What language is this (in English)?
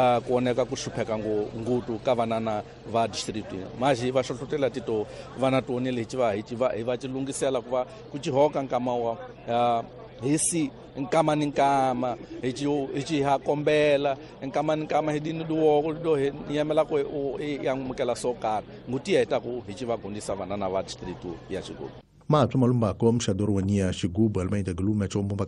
Tsonga